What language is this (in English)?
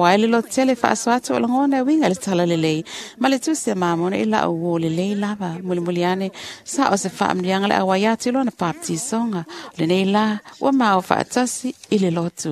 Samoan